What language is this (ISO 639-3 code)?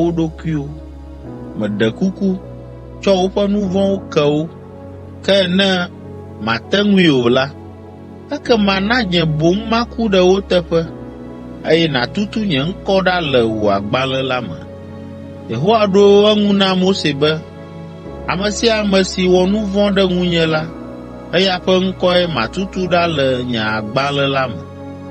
ewe